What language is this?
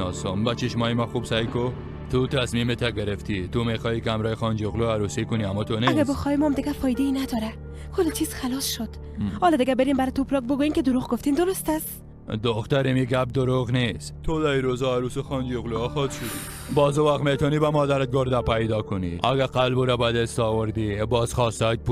Persian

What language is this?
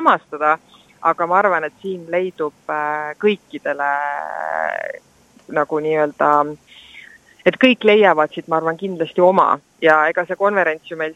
Estonian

